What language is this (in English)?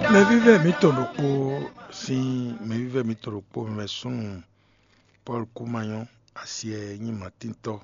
Fon